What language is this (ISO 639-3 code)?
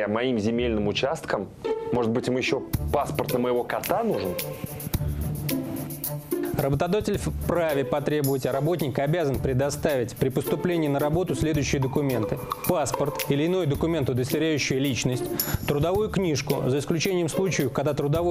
rus